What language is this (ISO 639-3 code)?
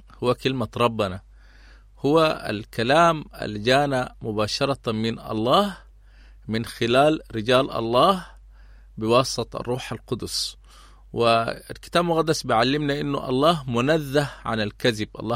apd